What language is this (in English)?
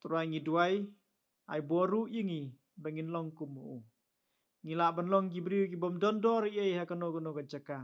Khasi